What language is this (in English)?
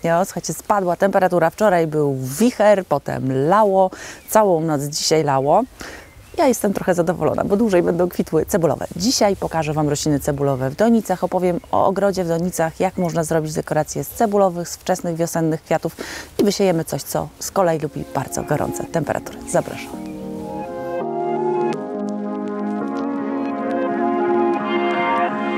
Polish